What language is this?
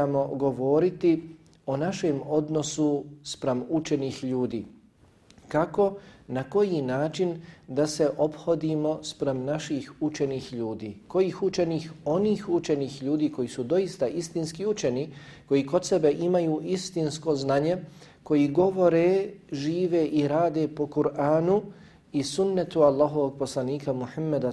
Bosnian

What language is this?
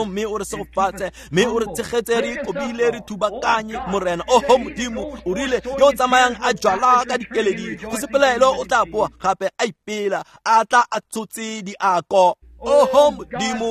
Tswana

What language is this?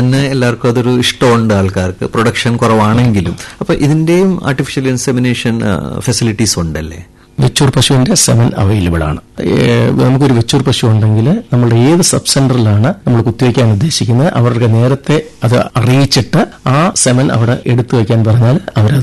Malayalam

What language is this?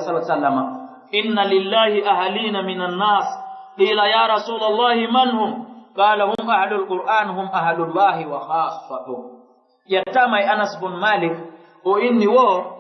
Fula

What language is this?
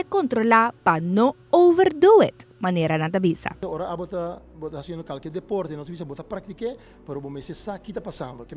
Papiamento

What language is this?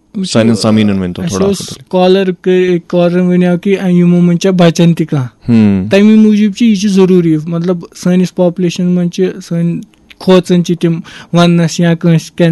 Kashmiri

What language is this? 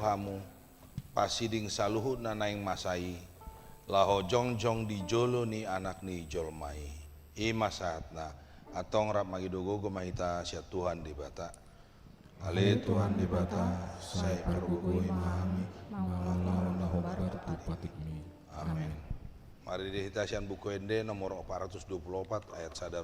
Batak Toba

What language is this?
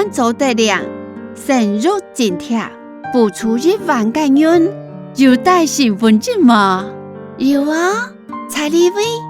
Hakka Chinese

